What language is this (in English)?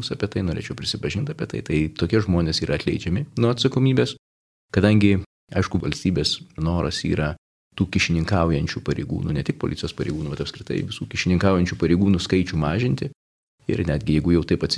Lithuanian